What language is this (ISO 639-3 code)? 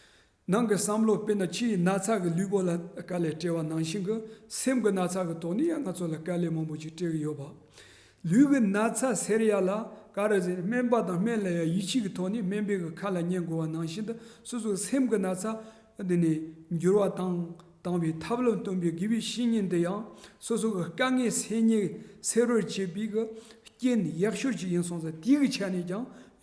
bod